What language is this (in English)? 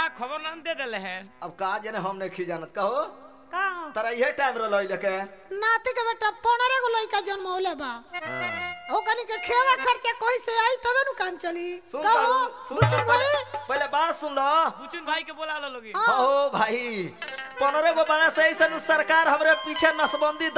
Bhojpuri